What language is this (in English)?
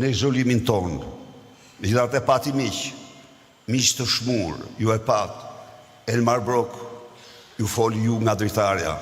Albanian